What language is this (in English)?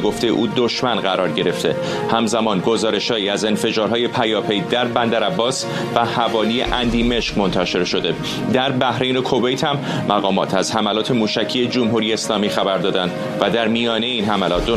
Persian